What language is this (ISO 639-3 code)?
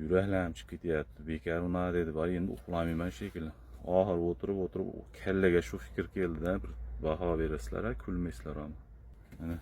uzb